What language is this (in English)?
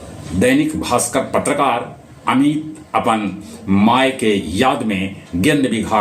Magahi